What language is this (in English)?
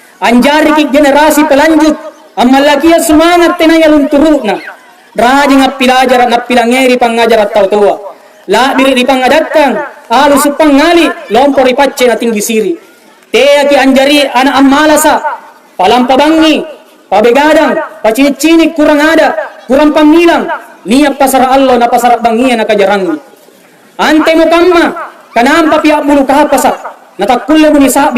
Makasar